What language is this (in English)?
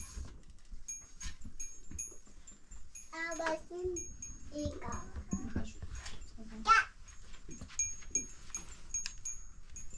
Persian